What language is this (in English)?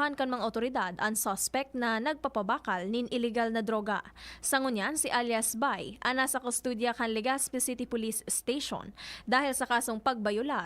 Bikol